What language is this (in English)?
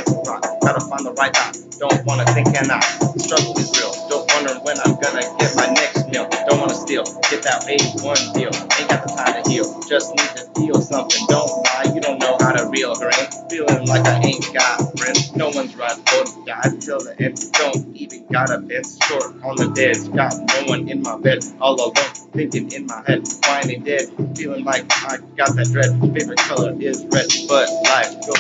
English